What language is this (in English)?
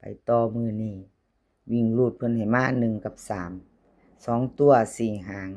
Northeastern Thai